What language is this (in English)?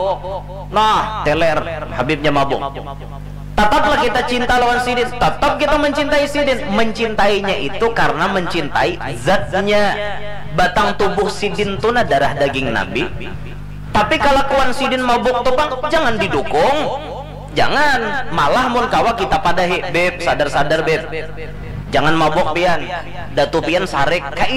Banjar